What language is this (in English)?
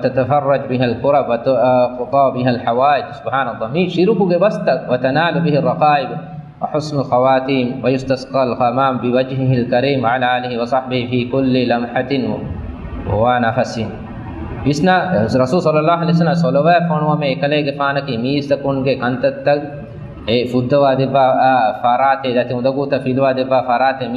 Divehi